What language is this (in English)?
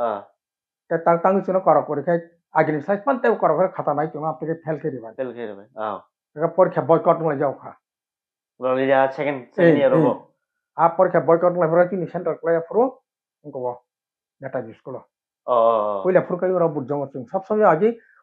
Kok Borok